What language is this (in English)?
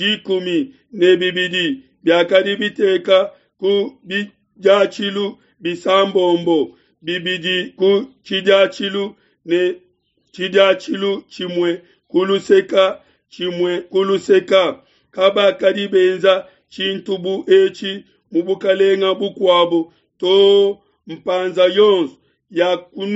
Luba-Lulua